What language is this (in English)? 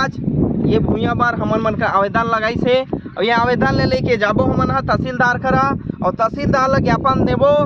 Chhattisgarhi